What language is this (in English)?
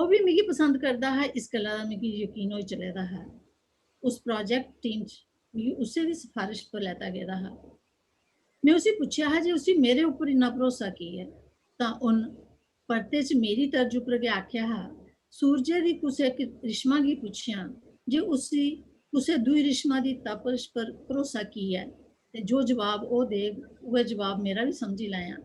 Dogri